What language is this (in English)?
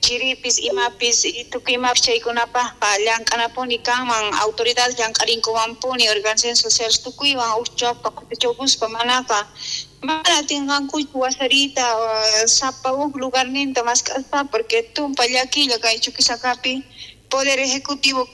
South Bolivian Quechua